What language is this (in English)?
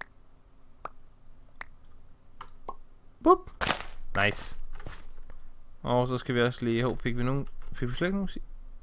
Danish